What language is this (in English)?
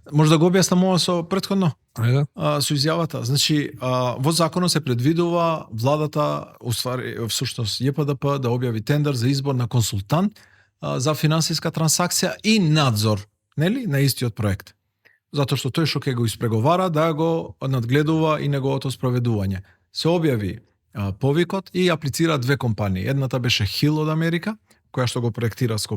Macedonian